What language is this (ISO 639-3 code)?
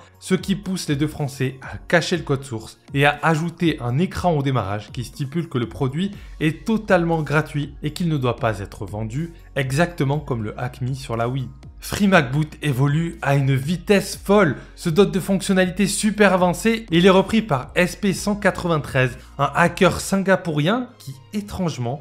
fra